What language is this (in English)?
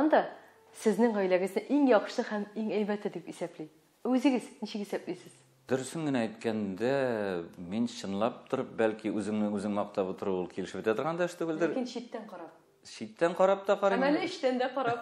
Tatar